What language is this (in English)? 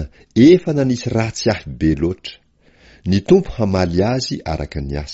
Malagasy